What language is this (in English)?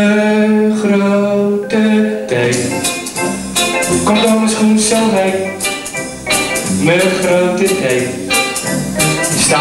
Dutch